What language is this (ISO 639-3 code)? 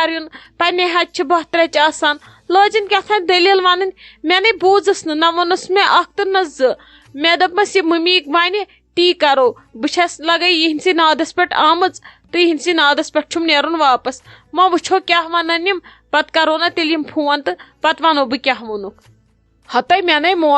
kas